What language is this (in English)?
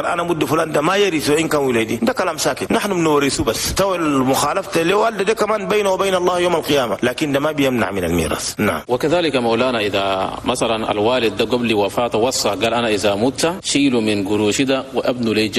Chadian Arabic